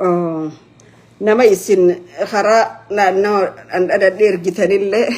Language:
Oromo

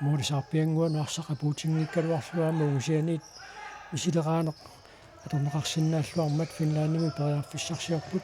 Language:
Kalaallisut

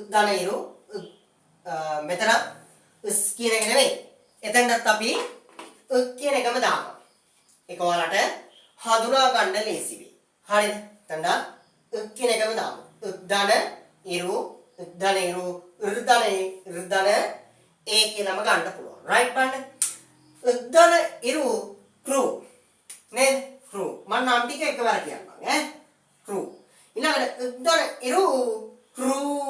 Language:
Sinhala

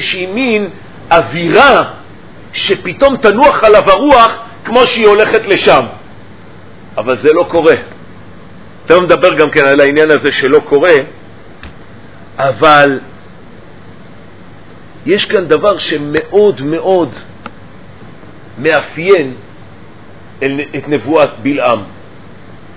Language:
Hebrew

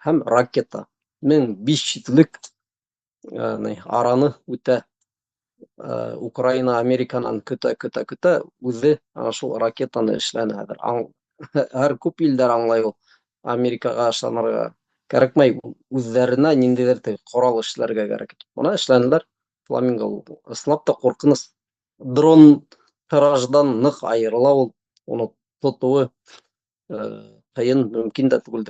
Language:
Bashkir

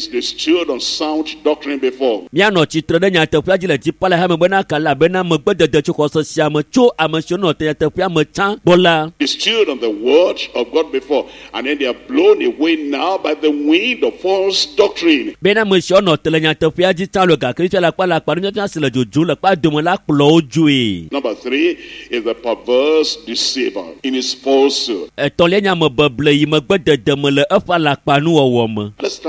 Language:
Ewe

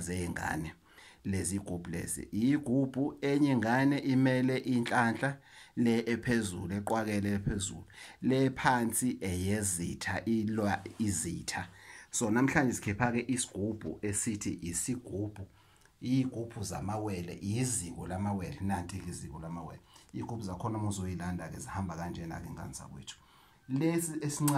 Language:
Zulu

